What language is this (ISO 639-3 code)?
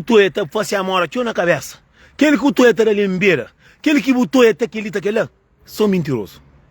kea